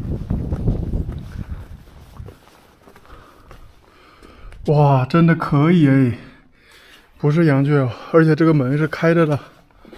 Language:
Chinese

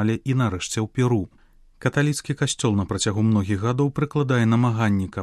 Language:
Belarusian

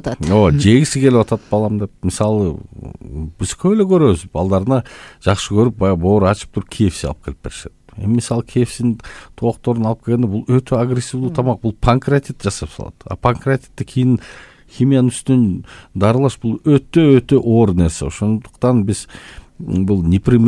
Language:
Kyrgyz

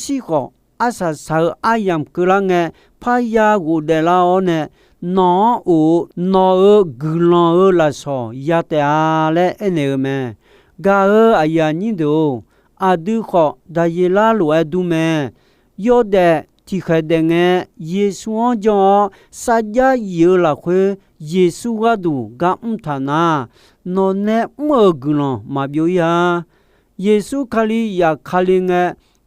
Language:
Akha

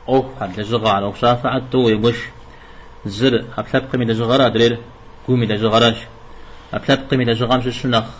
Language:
Kabardian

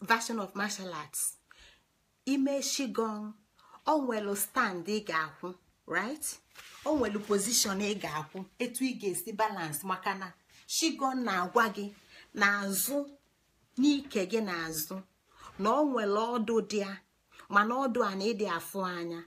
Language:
Igbo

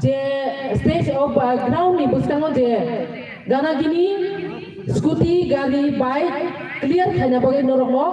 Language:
Kok Borok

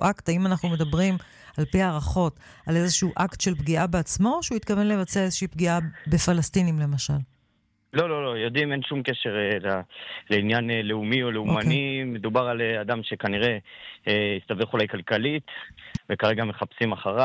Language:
Hebrew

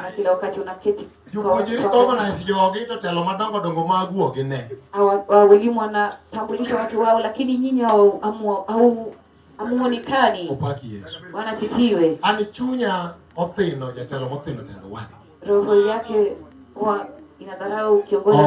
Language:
Luo (Kenya and Tanzania)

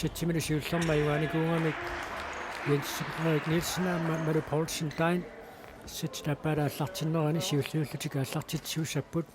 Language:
Kalaallisut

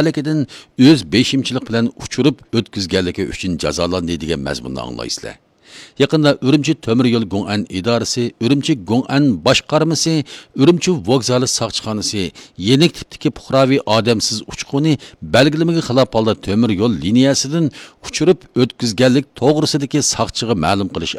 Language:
Uyghur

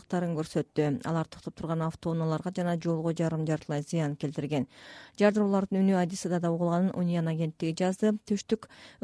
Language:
Kyrgyz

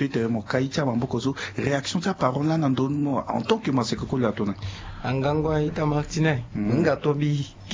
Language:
Sango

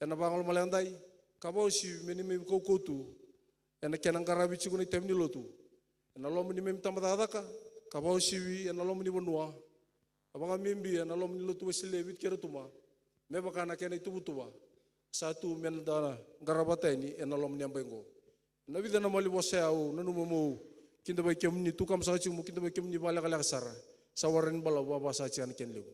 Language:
Fijian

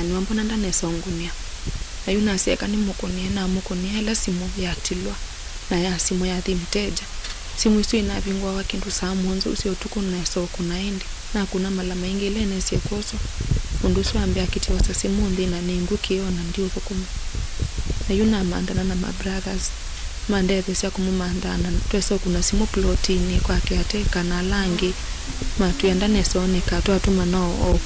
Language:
Kamba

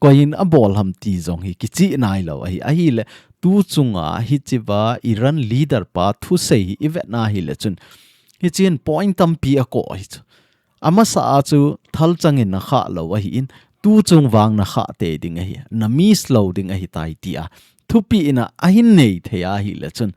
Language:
Thado Chin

